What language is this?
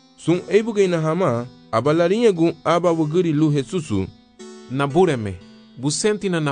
Garifuna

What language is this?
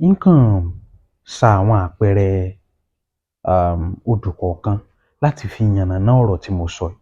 Yoruba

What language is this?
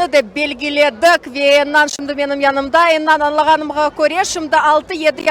Crimean Tatar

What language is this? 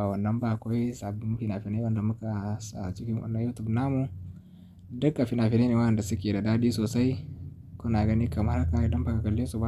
Hausa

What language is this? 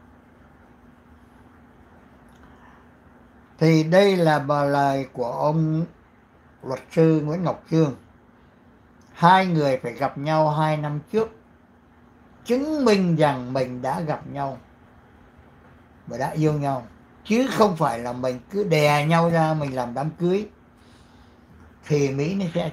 Vietnamese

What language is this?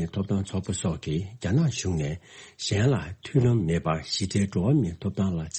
Tibetan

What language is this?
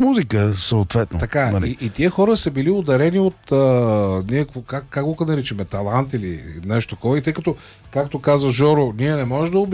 Bulgarian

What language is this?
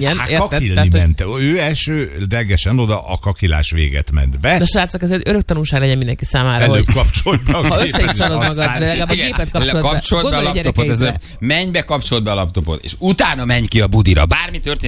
Hungarian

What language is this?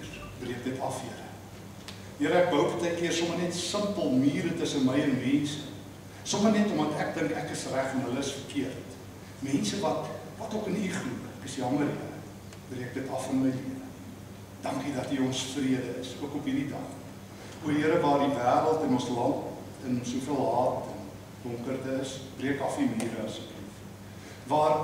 Afrikaans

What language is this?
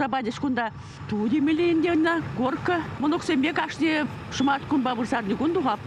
Chuvash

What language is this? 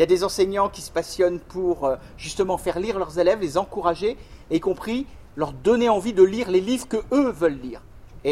French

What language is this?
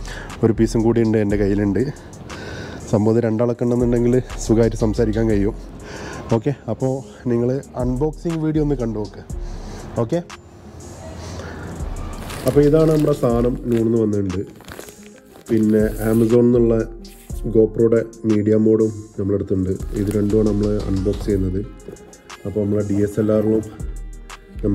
Malayalam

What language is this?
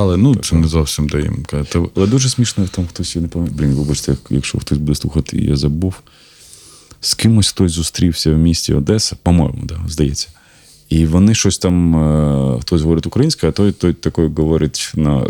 Ukrainian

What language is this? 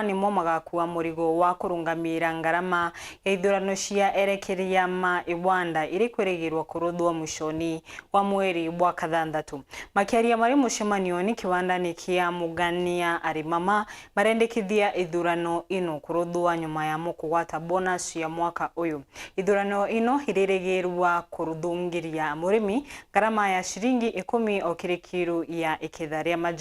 Meru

